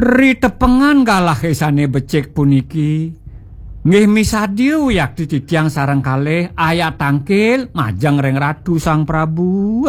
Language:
Balinese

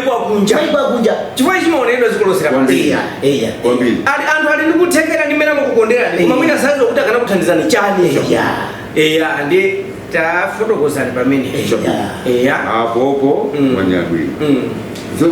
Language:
Nyanja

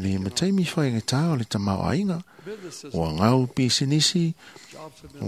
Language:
Samoan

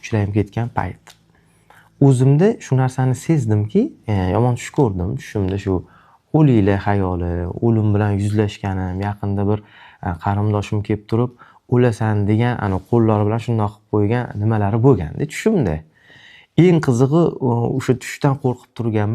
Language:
Uzbek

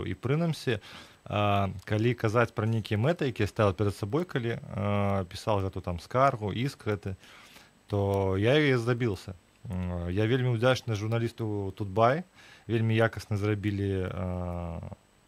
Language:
Belarusian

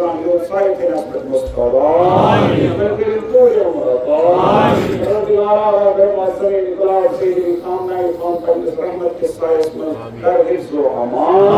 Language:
Kashmiri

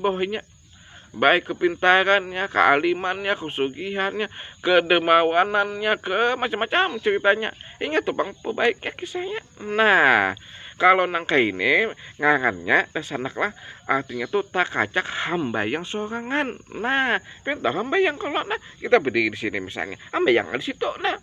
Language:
Banjar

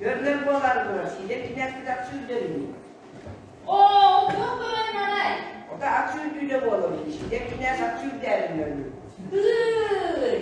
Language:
Yakut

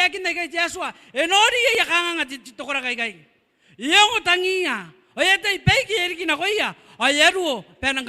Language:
Gilbertese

